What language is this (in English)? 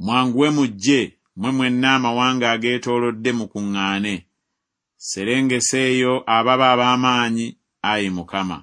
Ganda